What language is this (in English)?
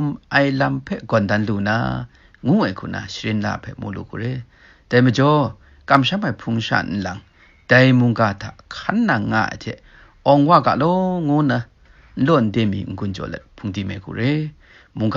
Kachin